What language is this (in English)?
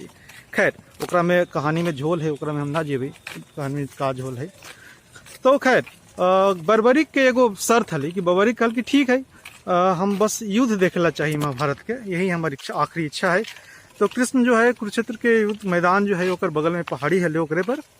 Magahi